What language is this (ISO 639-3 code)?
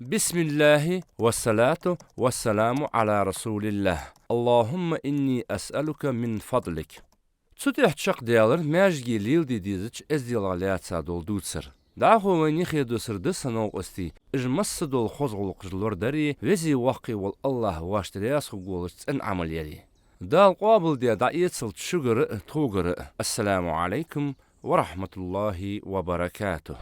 inh